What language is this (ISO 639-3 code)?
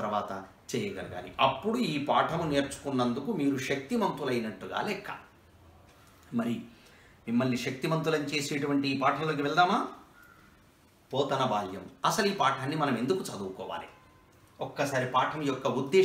tel